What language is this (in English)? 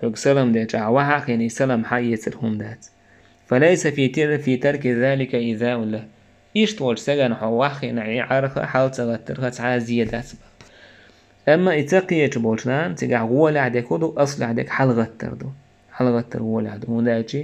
Chechen